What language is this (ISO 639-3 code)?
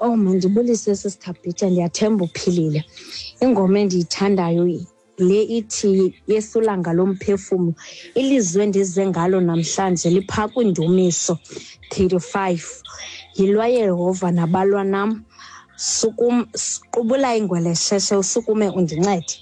xho